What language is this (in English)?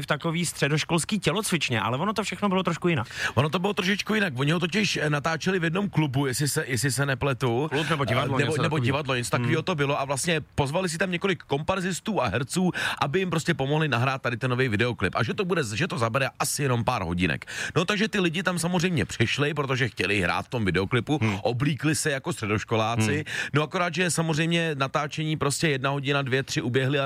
Czech